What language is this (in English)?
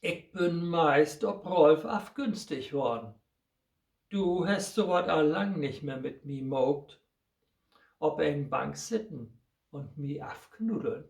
Low German